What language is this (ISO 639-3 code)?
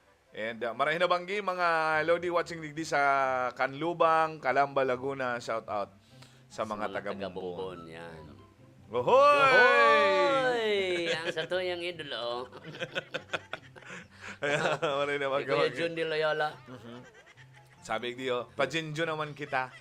bik